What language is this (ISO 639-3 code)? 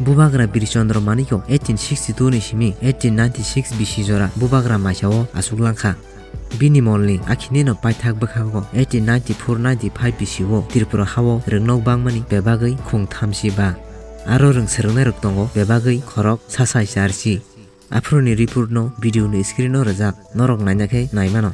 trp